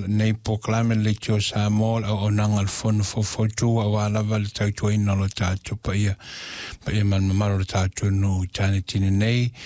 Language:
Samoan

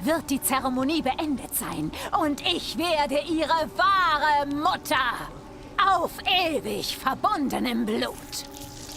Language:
Bavarian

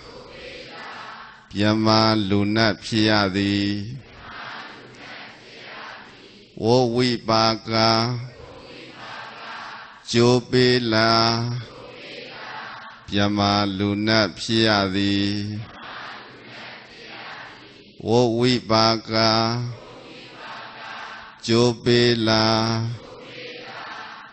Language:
Burmese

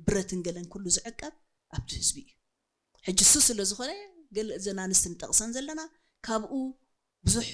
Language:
Tigrinya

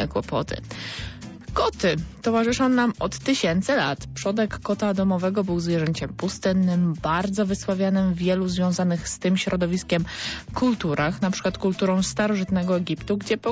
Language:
Polish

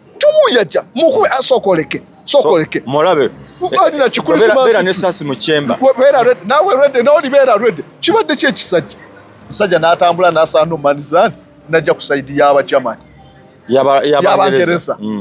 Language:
Ganda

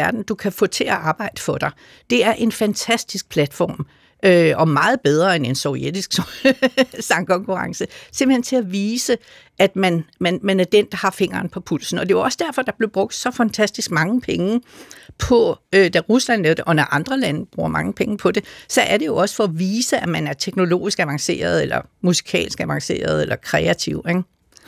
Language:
Danish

